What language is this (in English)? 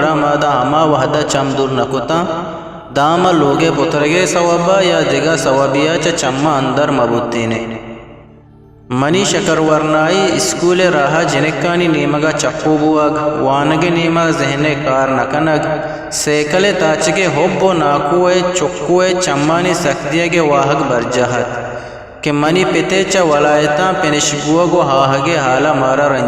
Eastern Balochi